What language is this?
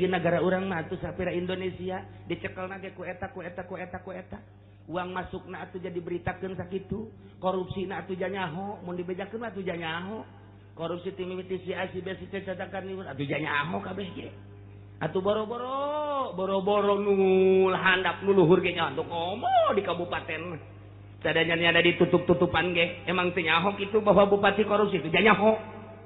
Sundanese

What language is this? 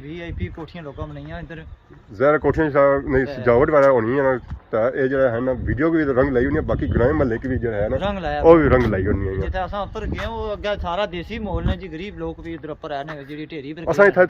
Pahari-Potwari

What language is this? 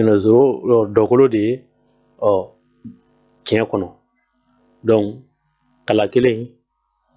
Bambara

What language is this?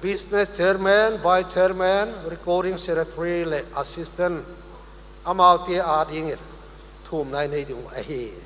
Paite Chin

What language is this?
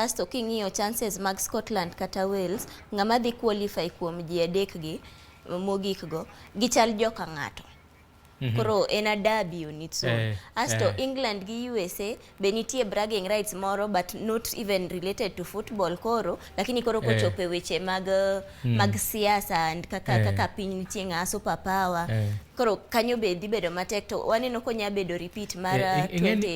Luo (Kenya and Tanzania)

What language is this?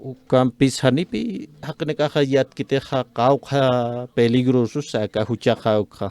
Aymara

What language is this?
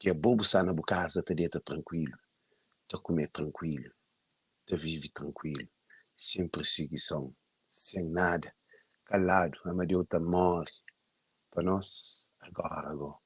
Kabuverdianu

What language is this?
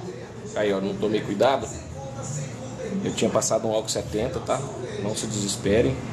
Portuguese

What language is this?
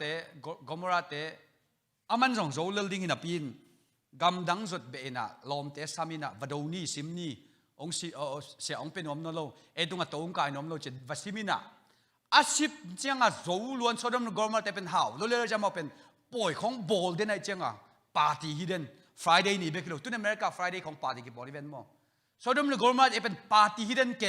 Tedim Chin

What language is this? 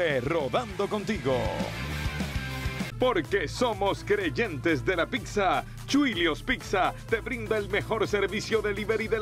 Spanish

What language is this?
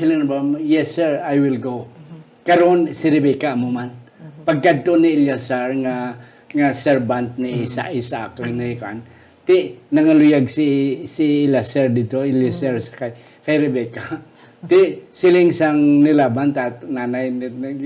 Hiligaynon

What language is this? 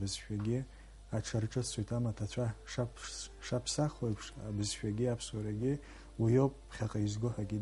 Abkhazian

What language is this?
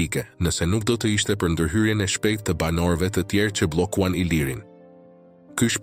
Albanian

